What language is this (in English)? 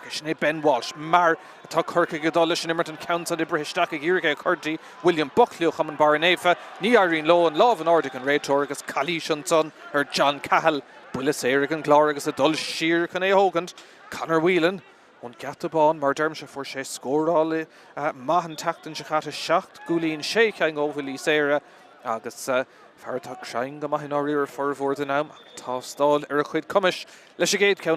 Irish